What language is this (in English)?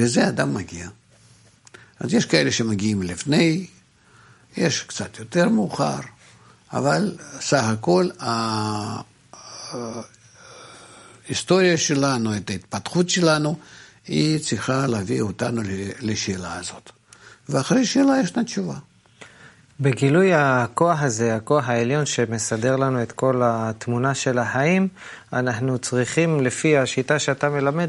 Hebrew